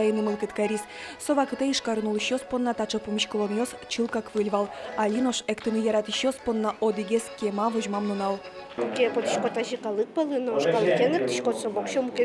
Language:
Udmurt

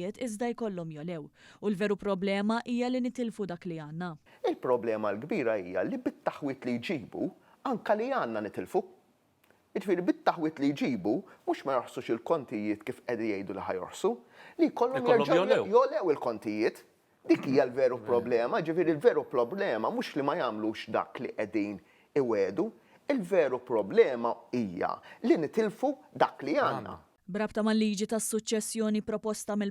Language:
Maltese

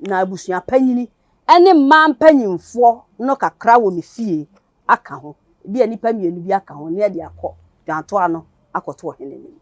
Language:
Akan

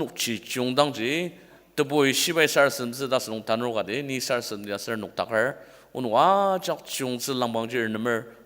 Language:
Ao Naga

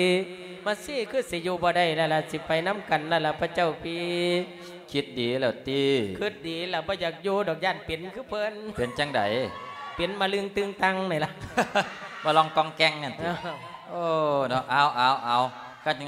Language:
Lao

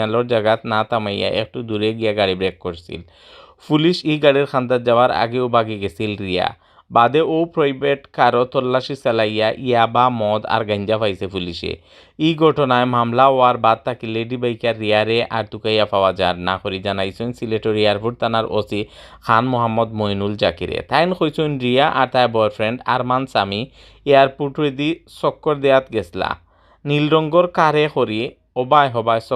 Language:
Sylheti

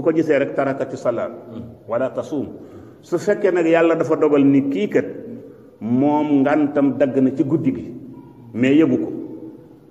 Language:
Wolof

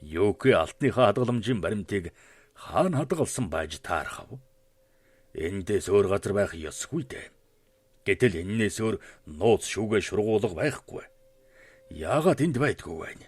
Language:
Mongolian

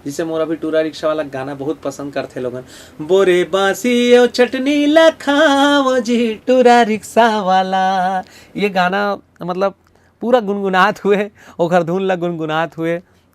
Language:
Chhattisgarhi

